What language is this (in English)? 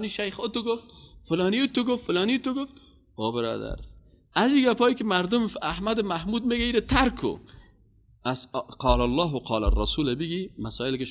Persian